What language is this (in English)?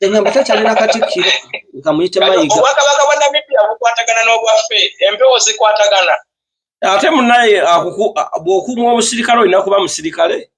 Ganda